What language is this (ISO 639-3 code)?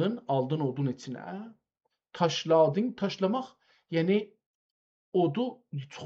azb